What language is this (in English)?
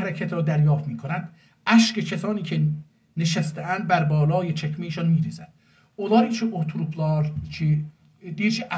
South Azerbaijani